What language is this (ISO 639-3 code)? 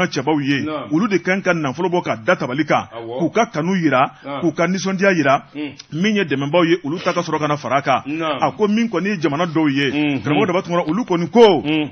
bam